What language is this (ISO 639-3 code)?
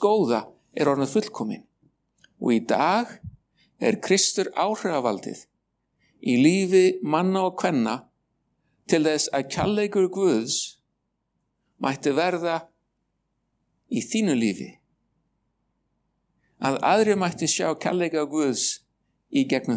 isl